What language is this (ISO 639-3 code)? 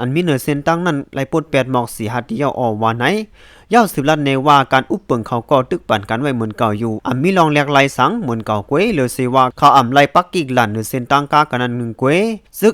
shn